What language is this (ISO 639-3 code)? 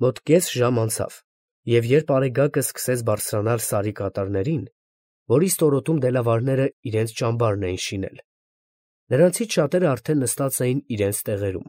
hye